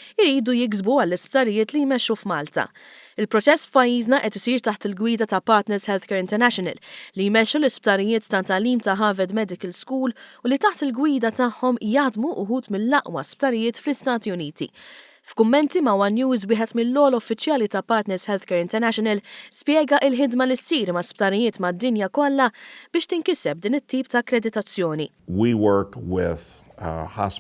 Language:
Maltese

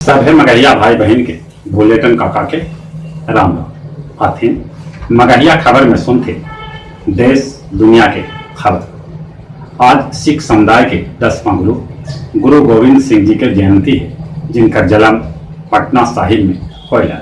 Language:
Magahi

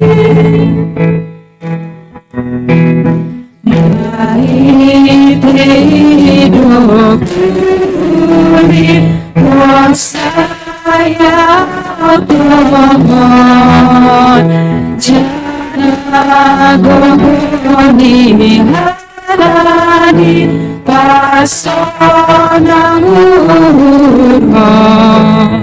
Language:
Batak Simalungun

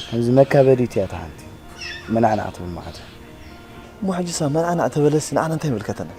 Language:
Tigrinya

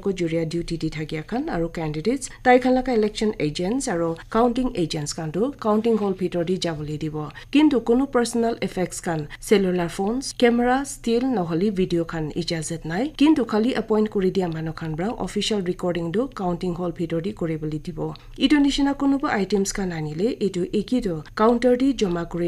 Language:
Naga Pidgin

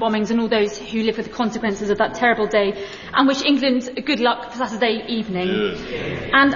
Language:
English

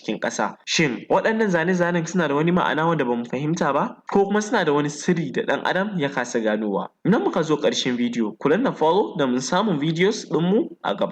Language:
Hausa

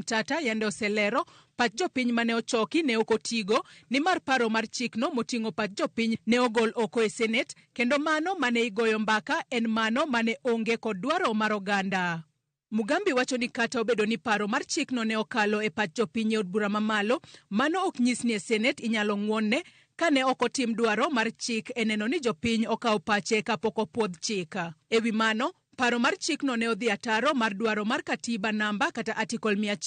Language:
Luo (Kenya and Tanzania)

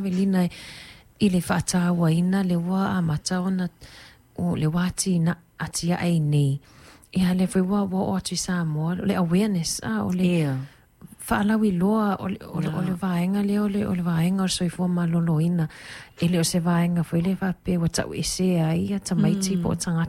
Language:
Samoan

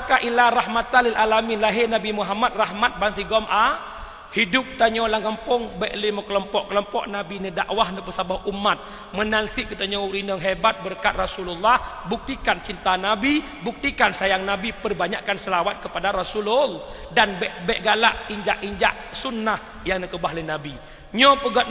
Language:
Achinese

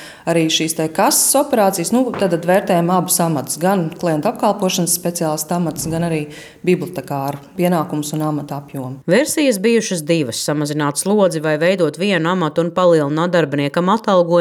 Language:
Latvian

